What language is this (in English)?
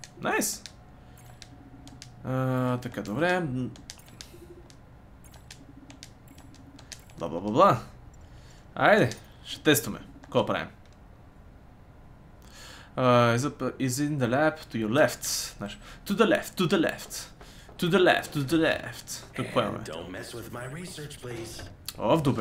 Bulgarian